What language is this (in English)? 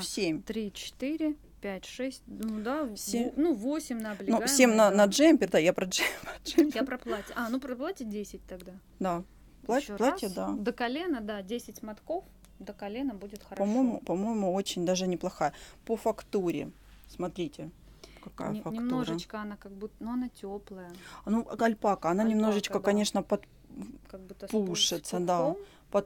Russian